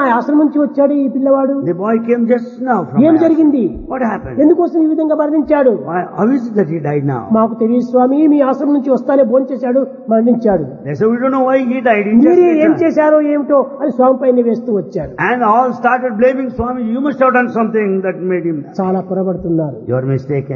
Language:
Telugu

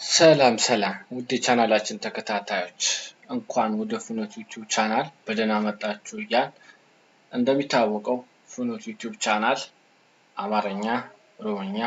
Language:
Amharic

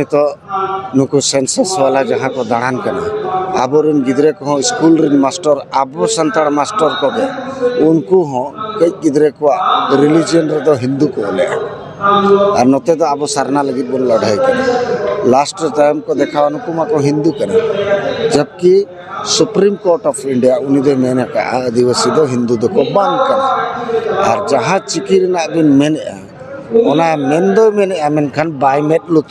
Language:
Santali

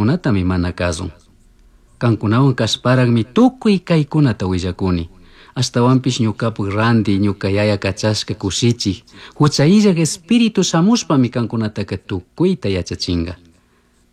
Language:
Chimborazo Highland Quichua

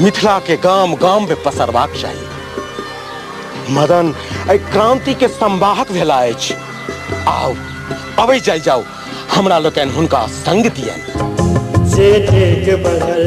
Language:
Maithili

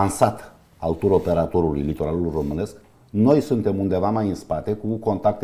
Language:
Romanian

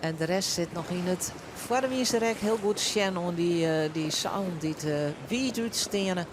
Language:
Western Frisian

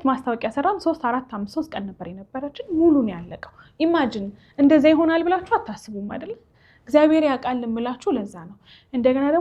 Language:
Amharic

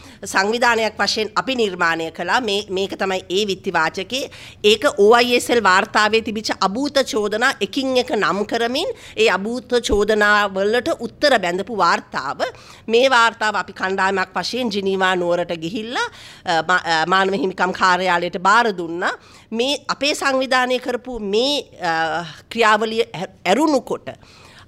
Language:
Sinhala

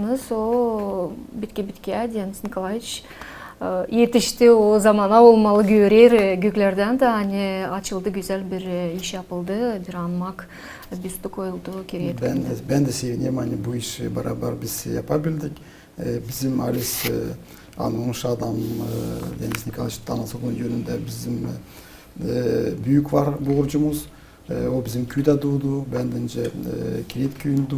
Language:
Gagauz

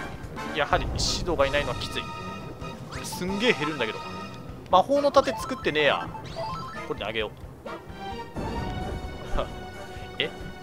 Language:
Japanese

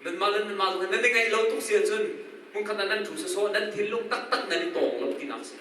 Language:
Hakha Chin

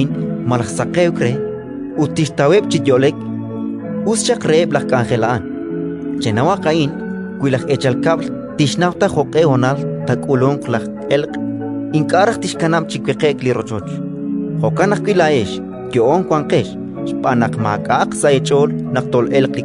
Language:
Kekchí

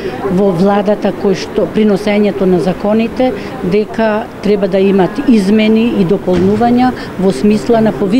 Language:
Macedonian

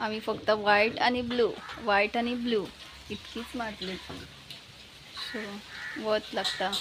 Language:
Konkani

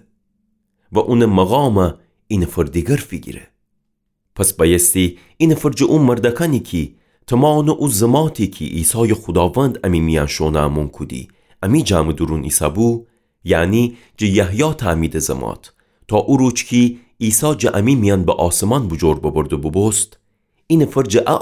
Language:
Gilaki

